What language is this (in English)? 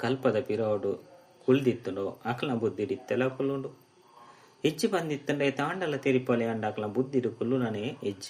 Tulu